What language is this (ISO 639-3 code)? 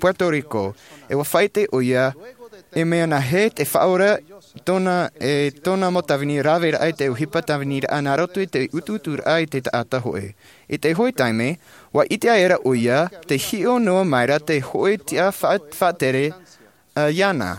tah